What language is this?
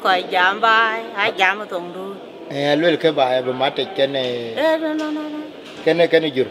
Dinka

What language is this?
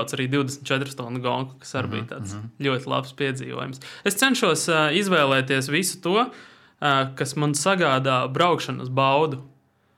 Latvian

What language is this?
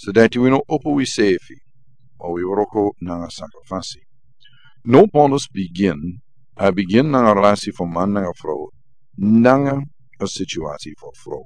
Sranan Tongo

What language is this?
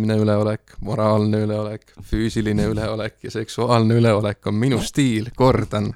Estonian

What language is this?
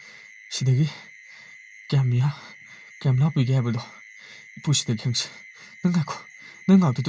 Manipuri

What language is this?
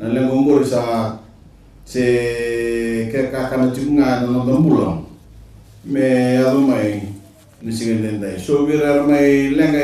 Fijian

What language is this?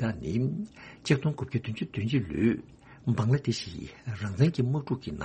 Tibetan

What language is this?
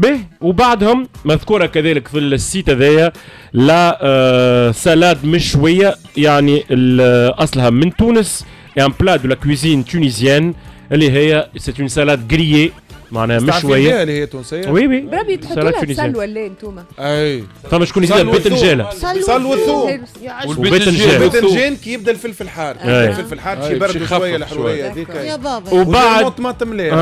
Tunisian Arabic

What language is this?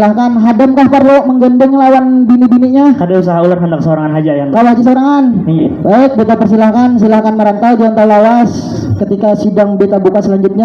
Banjar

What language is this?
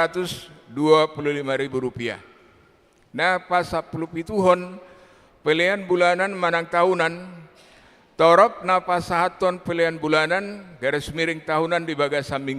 Batak Toba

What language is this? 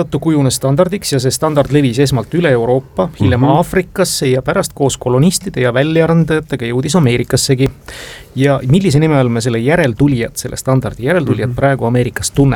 Estonian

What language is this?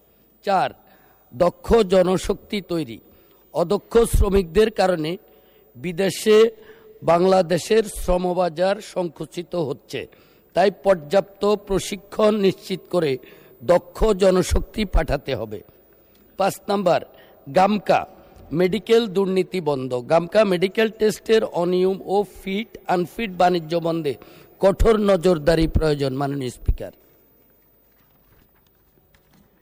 Bangla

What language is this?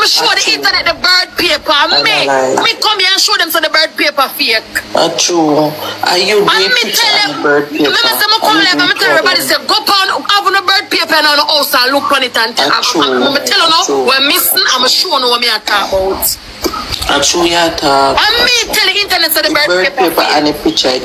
Jamaican Creole English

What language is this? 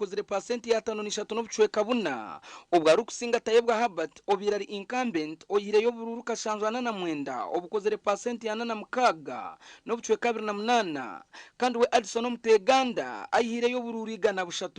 Nyankole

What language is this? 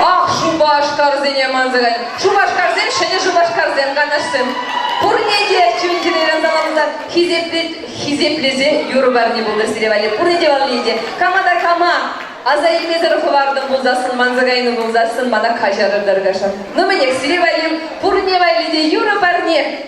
Chuvash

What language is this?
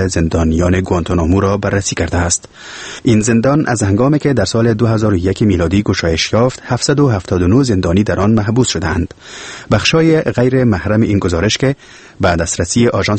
Persian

